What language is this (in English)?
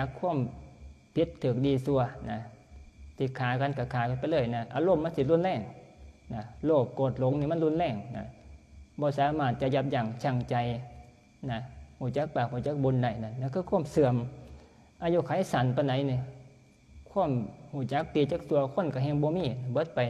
Northeastern Thai